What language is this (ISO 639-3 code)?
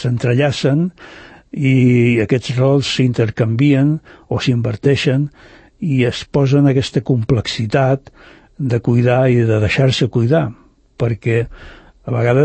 cat